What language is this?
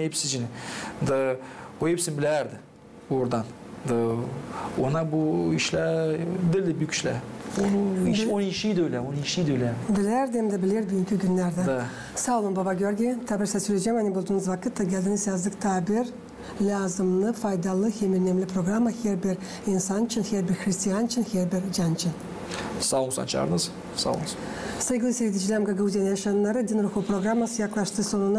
Gagauz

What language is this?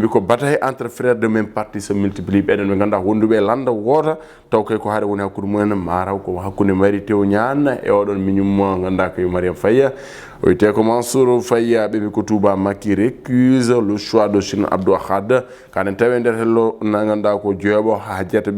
Fula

